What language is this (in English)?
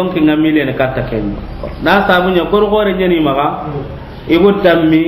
Soninke